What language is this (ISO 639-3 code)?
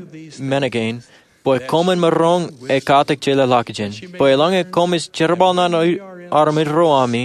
mah